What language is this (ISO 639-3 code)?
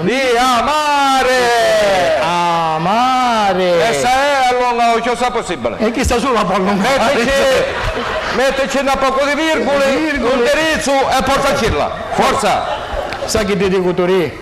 scn